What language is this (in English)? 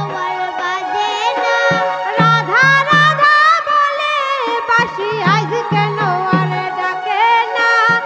Bangla